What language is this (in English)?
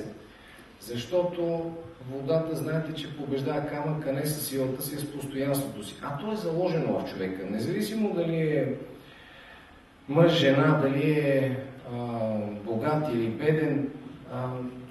Bulgarian